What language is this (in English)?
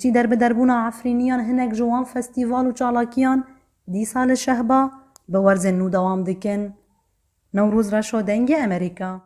Kurdish